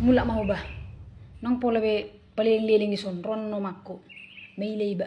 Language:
Batak Toba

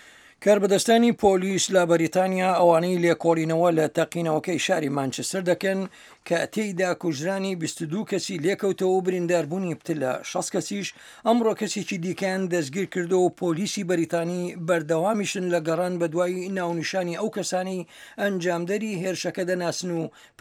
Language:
Central Kurdish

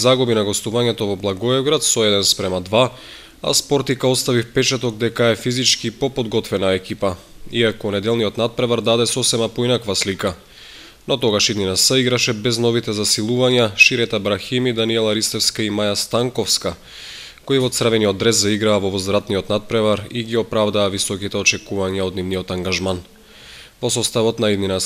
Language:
Macedonian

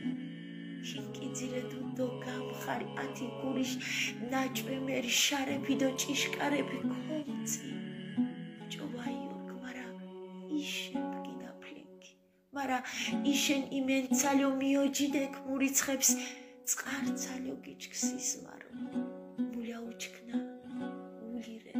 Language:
Mingrelian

